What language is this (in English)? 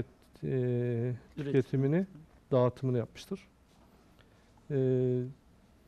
Turkish